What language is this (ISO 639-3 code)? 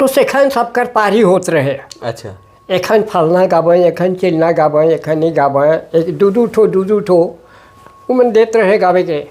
sck